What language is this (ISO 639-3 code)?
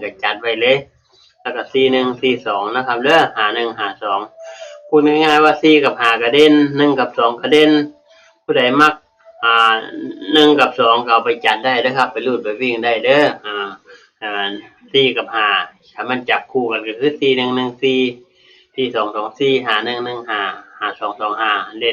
tts